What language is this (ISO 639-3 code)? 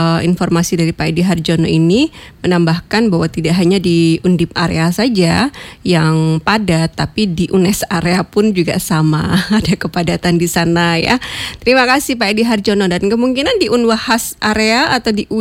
ind